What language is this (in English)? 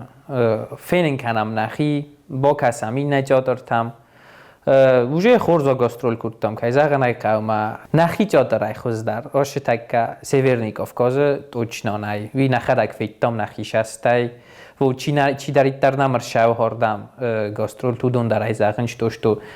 Ossetic